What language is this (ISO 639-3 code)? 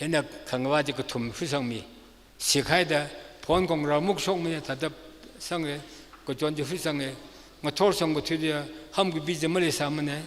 nmf